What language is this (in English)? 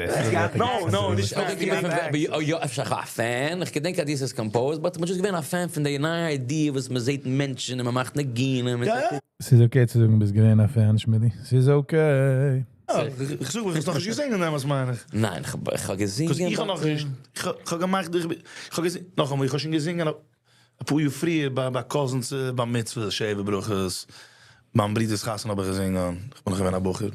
Yiddish